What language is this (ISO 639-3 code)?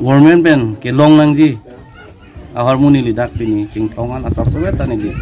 mjw